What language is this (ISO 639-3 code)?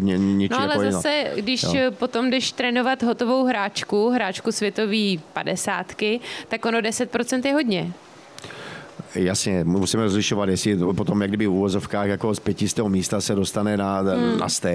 ces